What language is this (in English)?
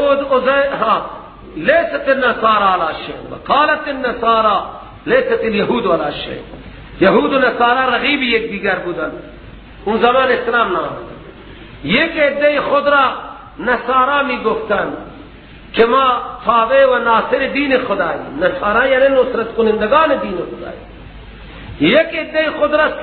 Persian